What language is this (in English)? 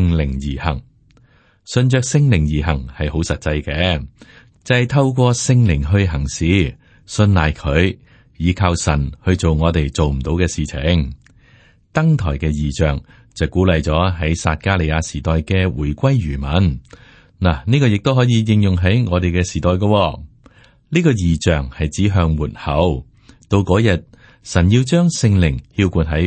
Cantonese